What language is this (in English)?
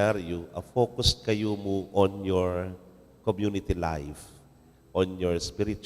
Pampanga